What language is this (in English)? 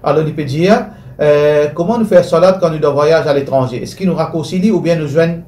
Morisyen